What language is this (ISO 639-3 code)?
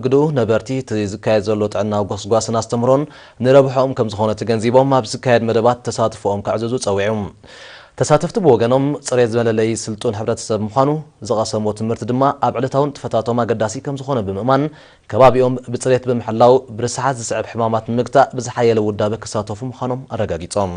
tir